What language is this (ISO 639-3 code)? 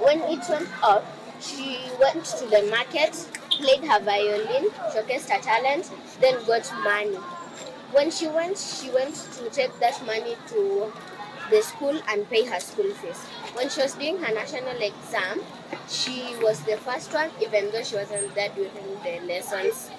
kam